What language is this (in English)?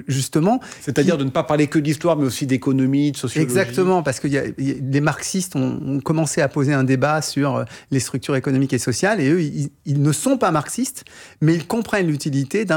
French